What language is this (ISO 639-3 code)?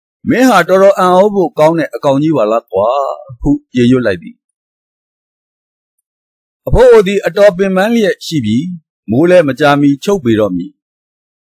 mya